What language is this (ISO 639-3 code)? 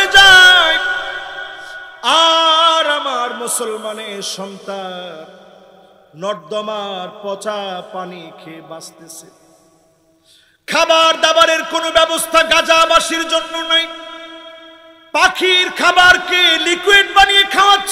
ben